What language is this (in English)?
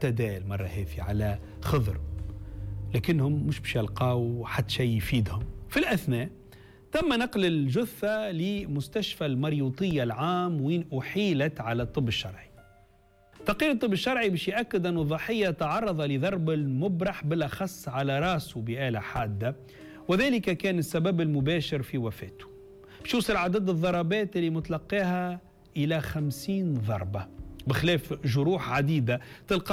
Tunisian Arabic